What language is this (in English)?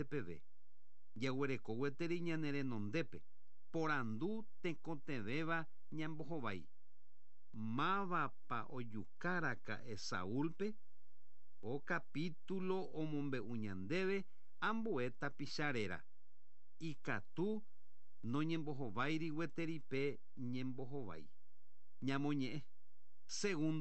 Guarani